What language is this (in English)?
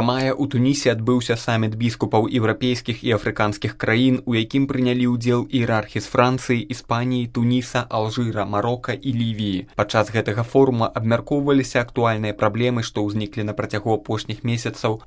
Belarusian